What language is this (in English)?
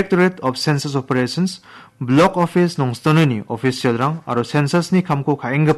Garo